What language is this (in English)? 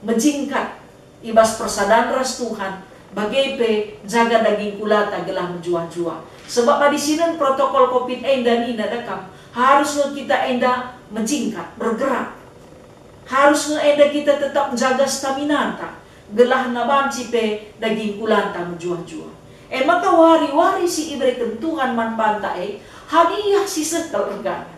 Batak Karo